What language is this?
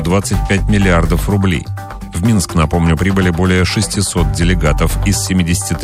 Russian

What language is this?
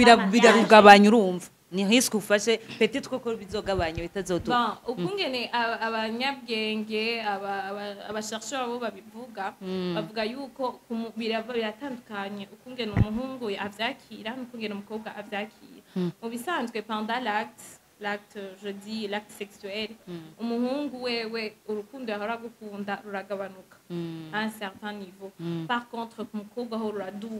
Rundi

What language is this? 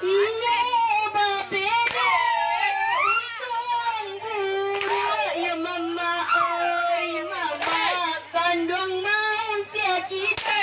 Minangkabau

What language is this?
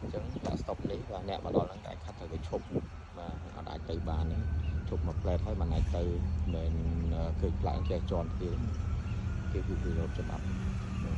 Khmer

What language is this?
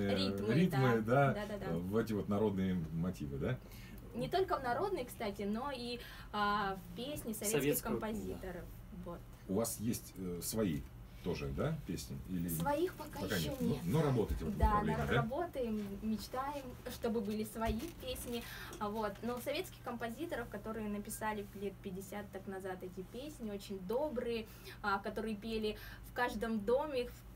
Russian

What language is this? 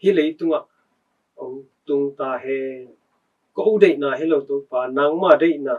Tedim Chin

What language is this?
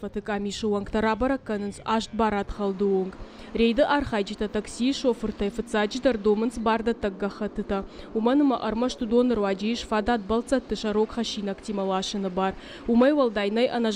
Ossetic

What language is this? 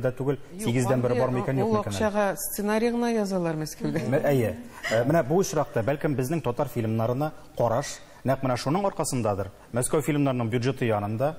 Tatar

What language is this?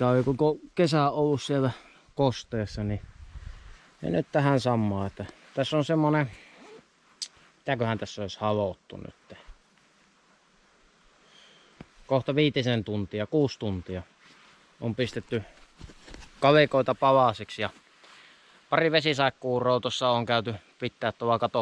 Finnish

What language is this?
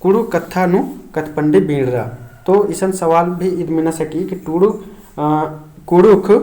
Kurukh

